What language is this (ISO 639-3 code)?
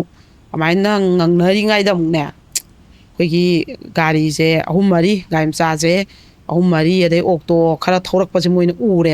mni